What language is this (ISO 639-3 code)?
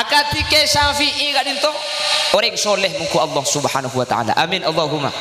mad